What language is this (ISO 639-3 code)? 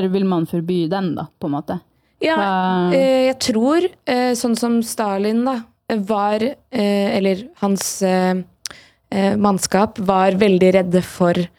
nor